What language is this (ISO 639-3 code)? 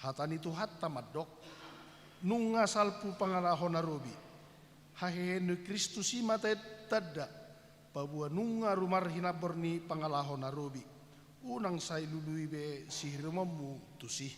bbc